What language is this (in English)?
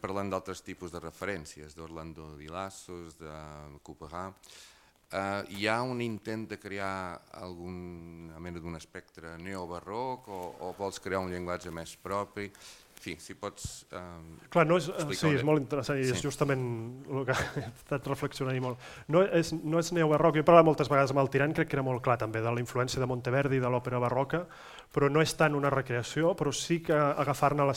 Catalan